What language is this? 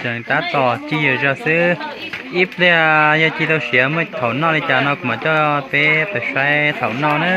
Hmong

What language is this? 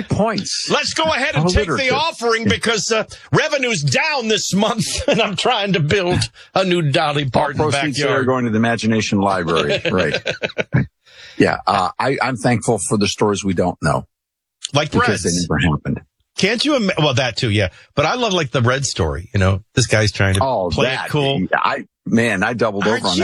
English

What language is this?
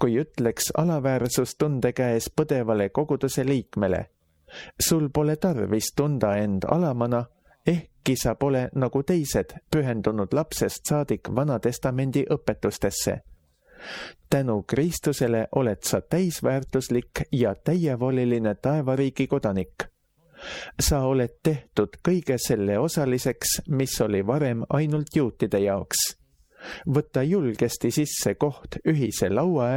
Estonian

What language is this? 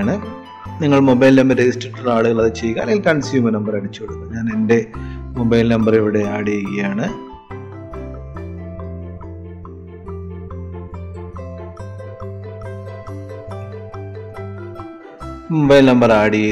Malayalam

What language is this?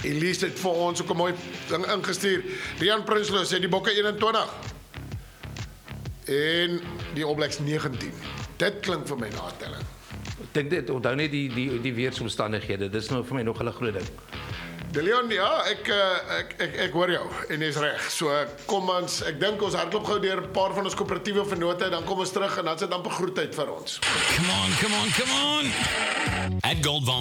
Afrikaans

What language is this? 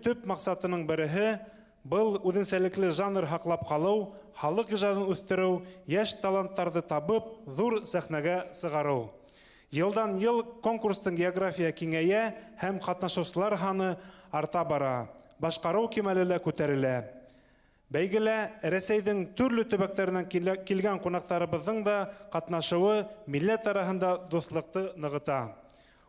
Bashkir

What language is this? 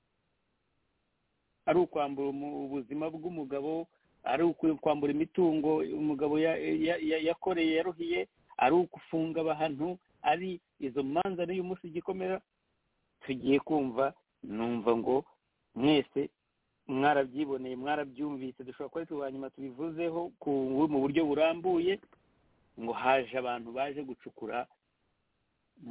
Kinyarwanda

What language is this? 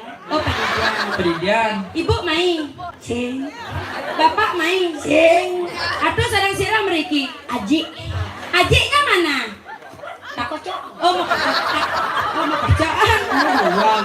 Balinese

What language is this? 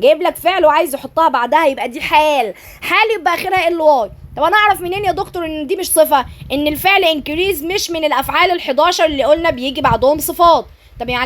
Egyptian Arabic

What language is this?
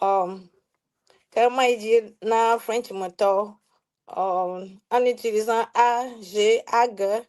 Ewe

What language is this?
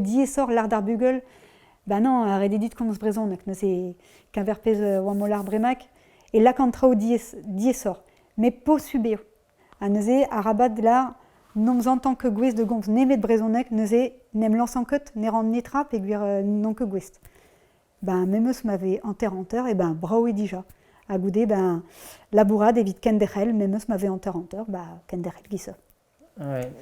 Breton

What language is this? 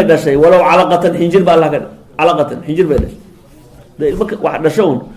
Somali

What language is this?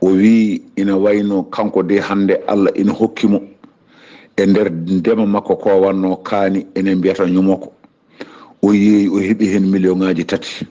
Fula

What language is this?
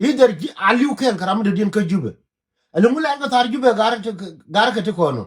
Nuer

